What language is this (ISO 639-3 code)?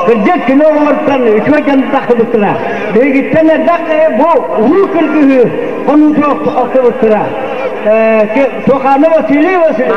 sah